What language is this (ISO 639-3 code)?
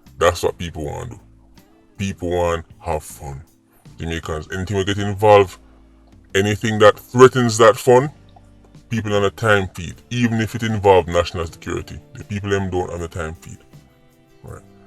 jam